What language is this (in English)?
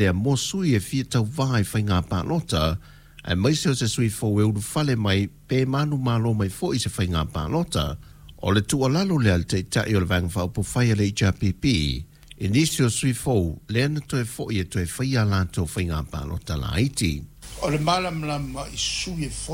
Samoan